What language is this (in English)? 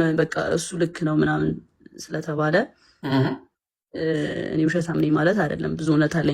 Amharic